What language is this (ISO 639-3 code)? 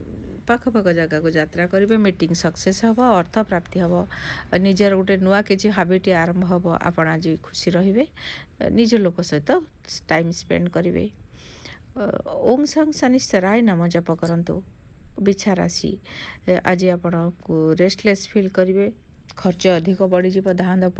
ori